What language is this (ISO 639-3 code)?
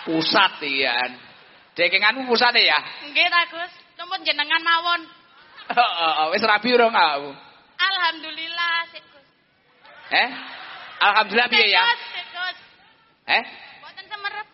jav